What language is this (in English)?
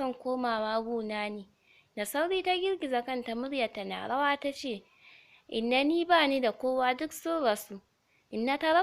Hausa